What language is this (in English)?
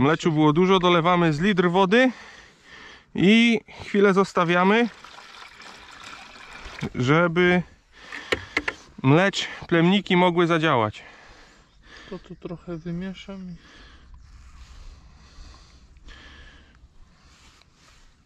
Polish